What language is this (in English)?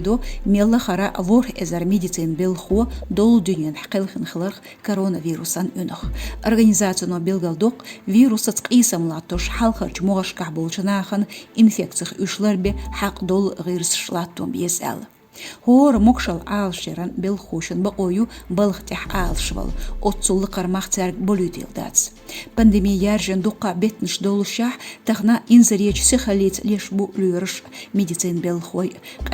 Chechen